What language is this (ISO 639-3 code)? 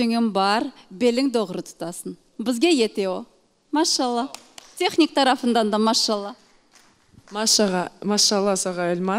crh